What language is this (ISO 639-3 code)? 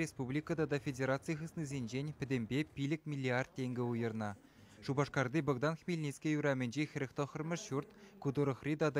chv